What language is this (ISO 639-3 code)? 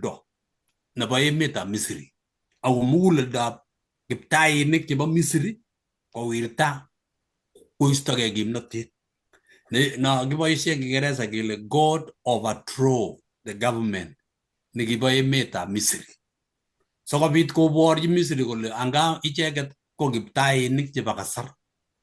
kln